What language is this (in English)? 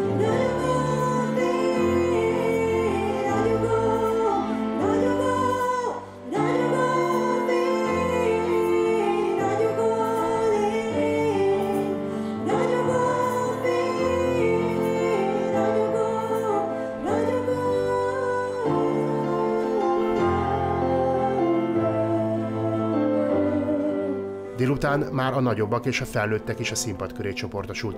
Hungarian